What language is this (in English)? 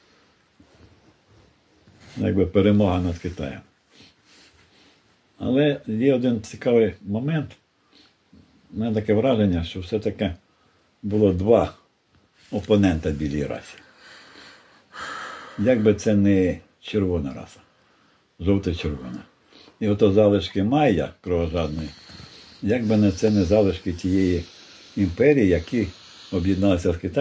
Ukrainian